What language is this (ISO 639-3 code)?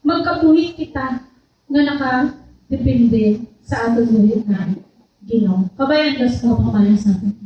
hil